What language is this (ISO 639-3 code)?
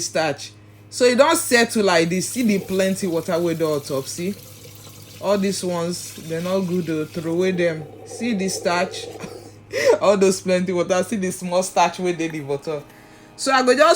pcm